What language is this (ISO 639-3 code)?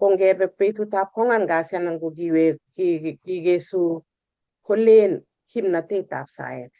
kln